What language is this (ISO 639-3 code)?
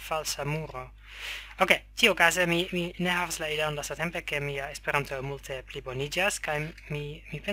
epo